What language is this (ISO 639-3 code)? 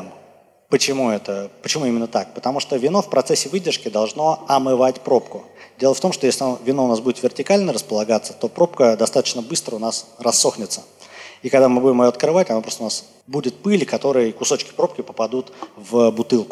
rus